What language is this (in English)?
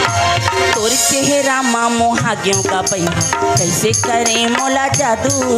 Chhattisgarhi